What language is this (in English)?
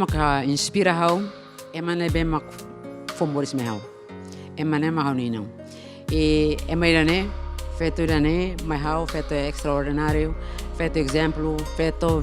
Tetum